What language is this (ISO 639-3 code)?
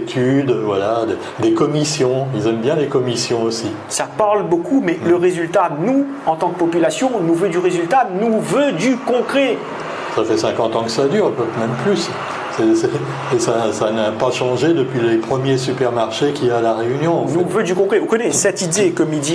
rcf